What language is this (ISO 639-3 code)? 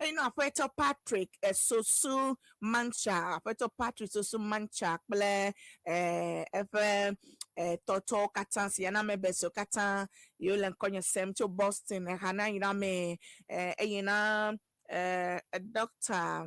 ewe